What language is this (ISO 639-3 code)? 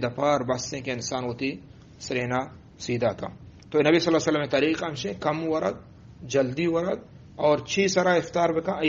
bgp